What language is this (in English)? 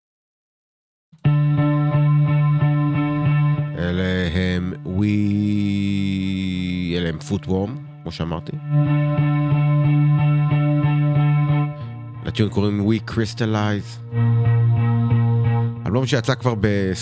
Hebrew